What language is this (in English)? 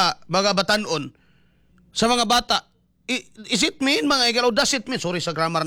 Cebuano